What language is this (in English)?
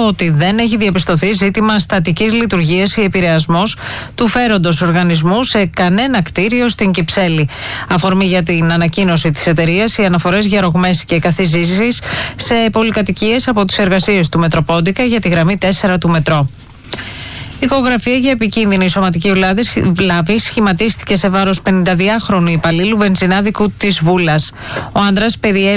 Greek